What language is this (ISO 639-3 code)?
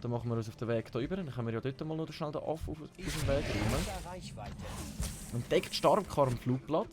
gsw